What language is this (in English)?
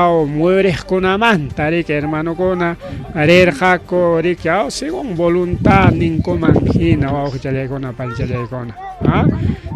Ayacucho Quechua